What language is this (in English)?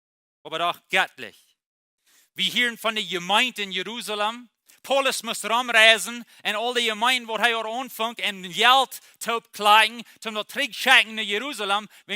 Plautdietsch